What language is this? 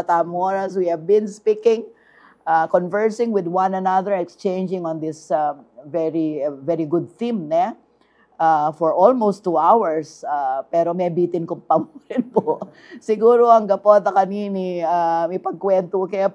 Pampanga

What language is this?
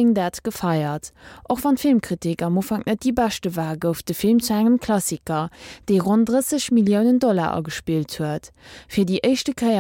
Luxembourgish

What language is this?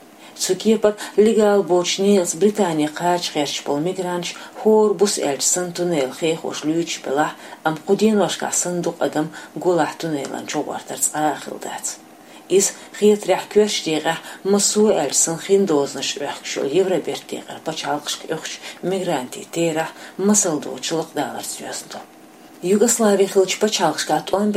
Chechen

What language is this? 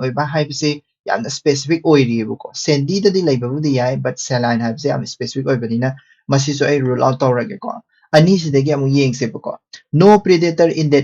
Manipuri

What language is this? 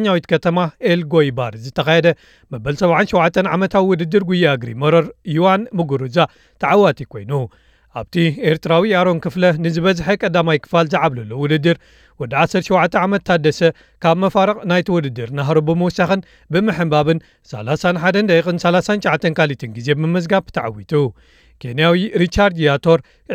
Tigrinya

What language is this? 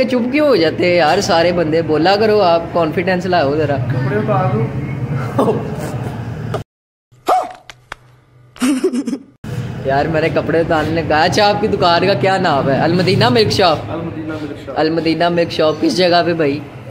Hindi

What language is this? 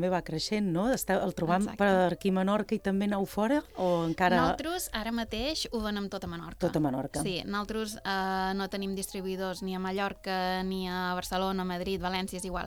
Catalan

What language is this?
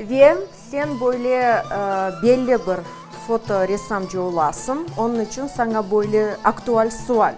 Crimean Tatar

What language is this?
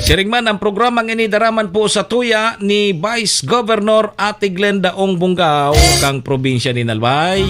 Bikol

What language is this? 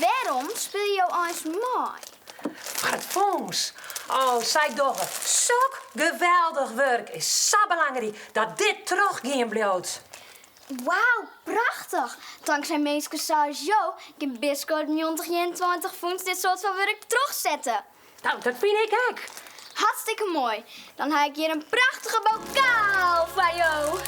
Western Frisian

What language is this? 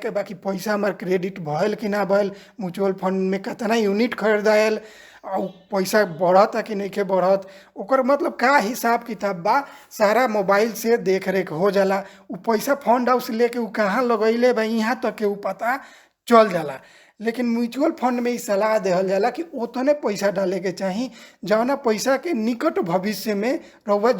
Bhojpuri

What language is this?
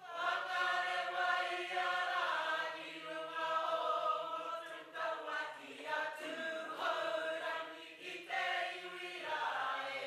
Māori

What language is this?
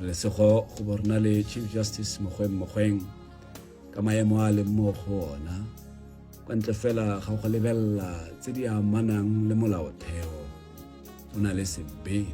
Tswana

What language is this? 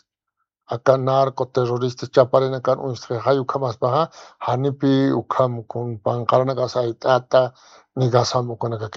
Aymara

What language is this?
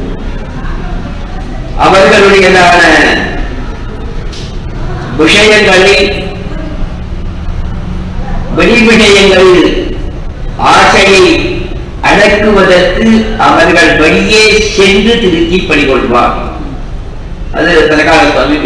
Tamil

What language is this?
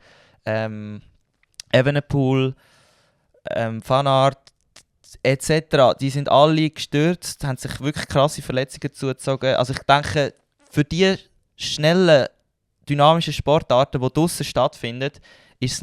Swiss German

